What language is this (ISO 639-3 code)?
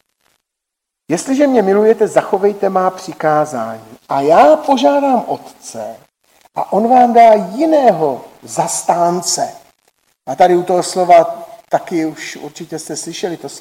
ces